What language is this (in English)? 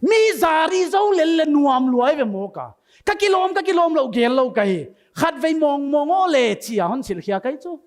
Paite Chin